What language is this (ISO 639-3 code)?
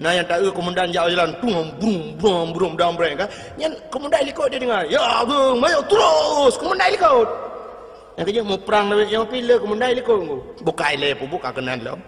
ace